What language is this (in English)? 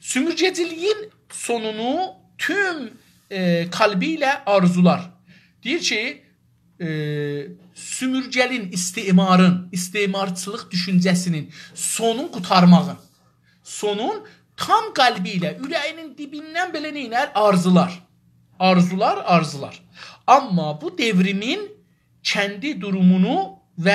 South Azerbaijani